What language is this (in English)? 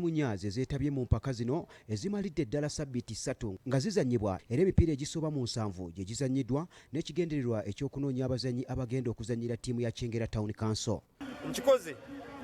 Ganda